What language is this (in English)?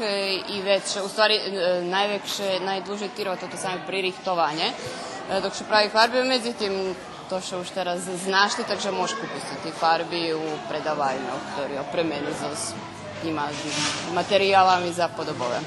Rusyn